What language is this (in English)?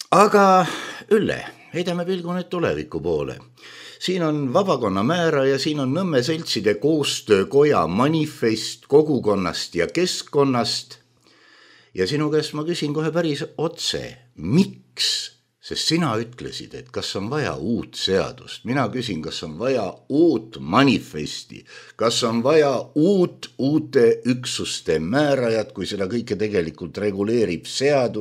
Estonian